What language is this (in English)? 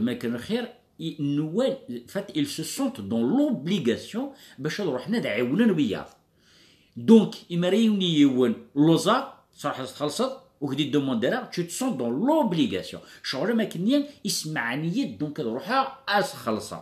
Kabyle